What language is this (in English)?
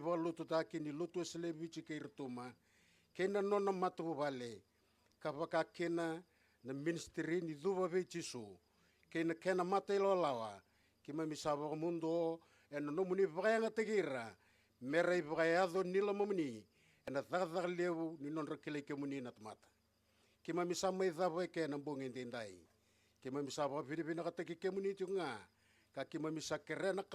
Fijian